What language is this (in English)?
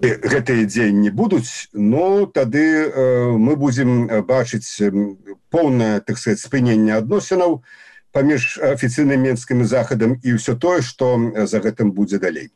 Belarusian